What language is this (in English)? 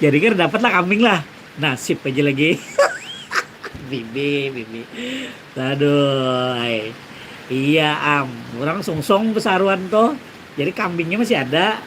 Banjar